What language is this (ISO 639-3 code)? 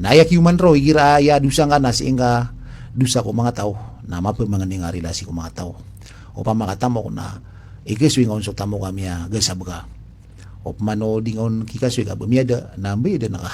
mrw